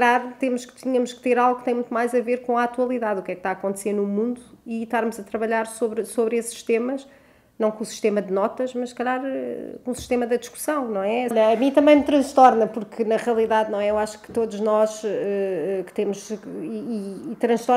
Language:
Portuguese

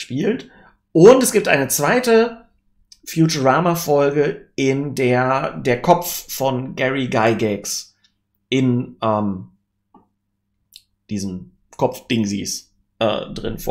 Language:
German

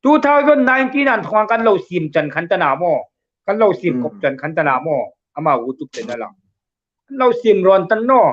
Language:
Hmar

